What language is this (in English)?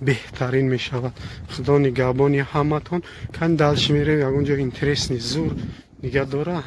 Tajik